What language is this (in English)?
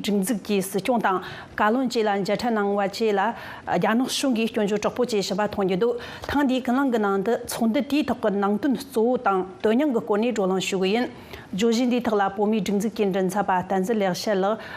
Tibetan